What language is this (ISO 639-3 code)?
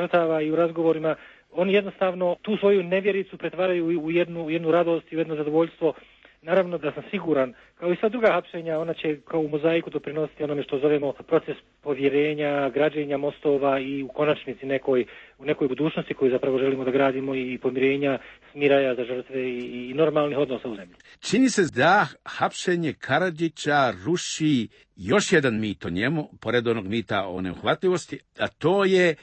srp